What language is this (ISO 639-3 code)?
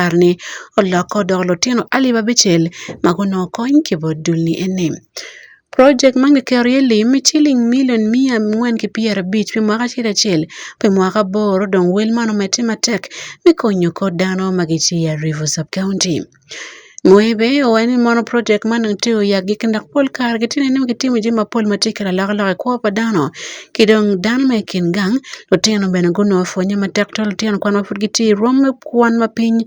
ach